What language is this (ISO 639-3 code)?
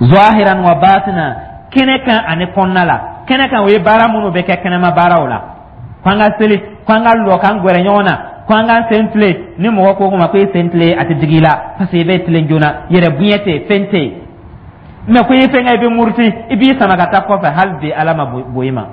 dyu